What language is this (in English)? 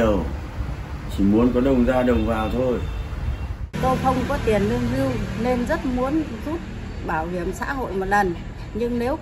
Vietnamese